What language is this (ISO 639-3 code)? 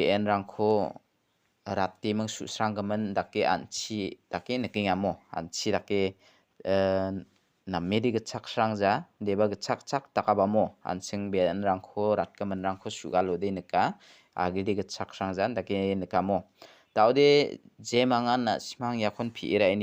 grt